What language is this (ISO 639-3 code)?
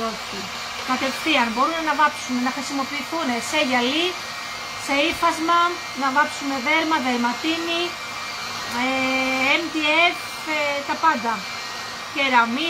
ell